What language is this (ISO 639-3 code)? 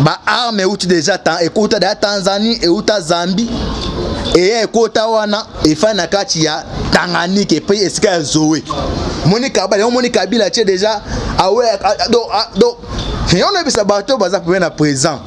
lin